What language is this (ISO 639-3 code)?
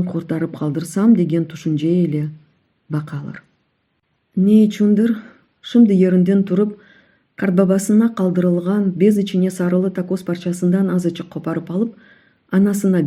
crh